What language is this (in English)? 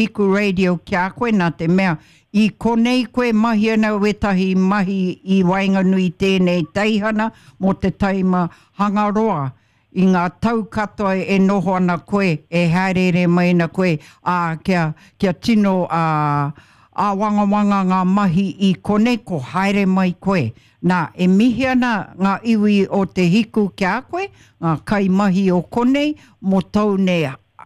Māori